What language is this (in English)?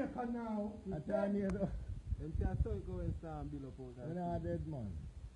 Jamaican Creole English